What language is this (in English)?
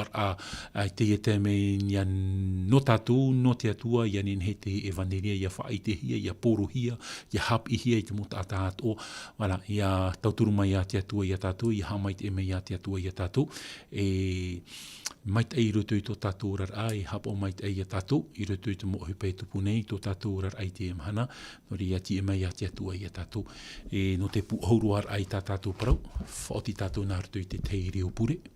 Tahitian